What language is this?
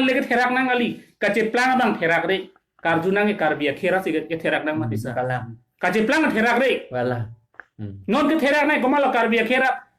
Karbi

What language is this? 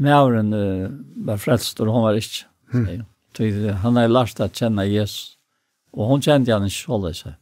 Faroese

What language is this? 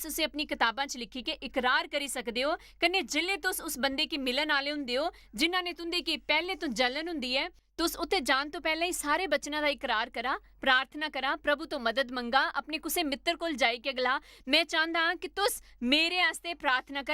Dogri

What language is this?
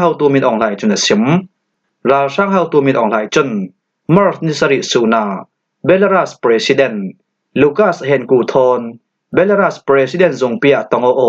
Falam Chin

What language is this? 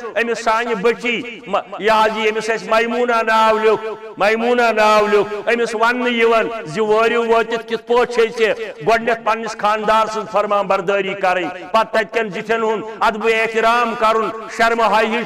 Kashmiri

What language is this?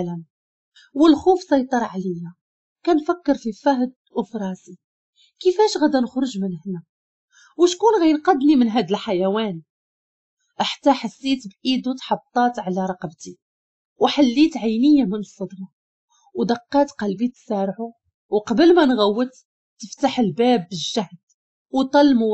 Moroccan Arabic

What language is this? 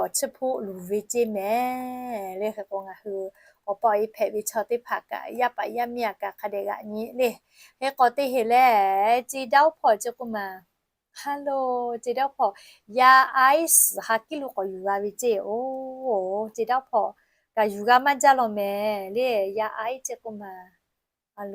Lahu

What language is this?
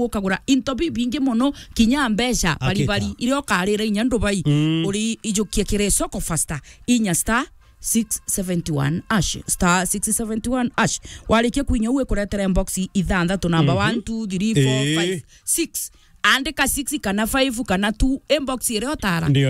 Meru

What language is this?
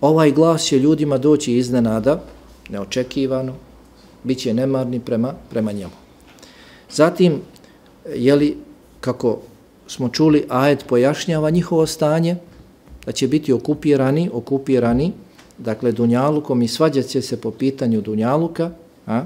Bosnian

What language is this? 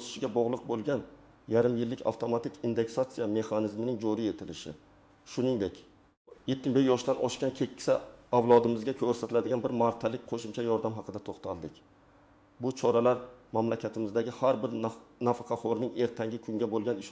Uzbek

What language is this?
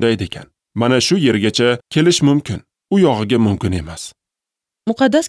Uzbek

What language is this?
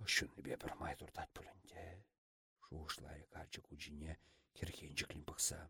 Chuvash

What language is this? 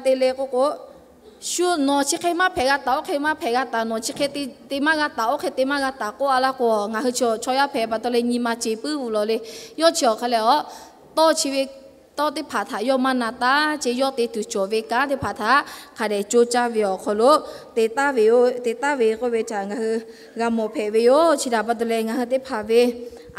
Lahu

